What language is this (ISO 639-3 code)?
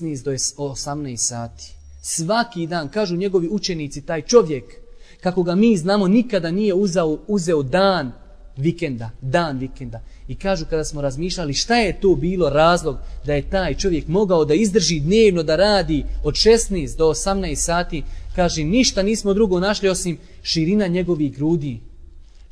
bos